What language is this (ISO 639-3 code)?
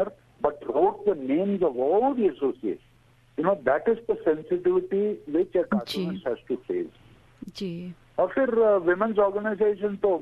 hin